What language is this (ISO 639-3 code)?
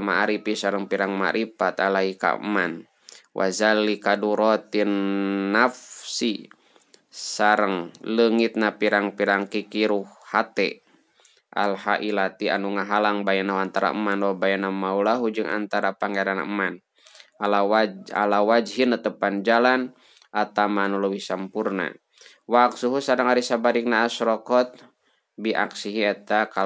sun